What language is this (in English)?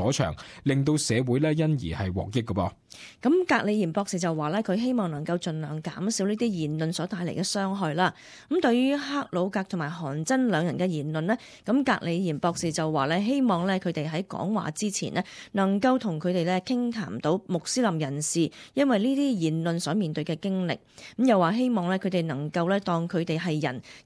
Cantonese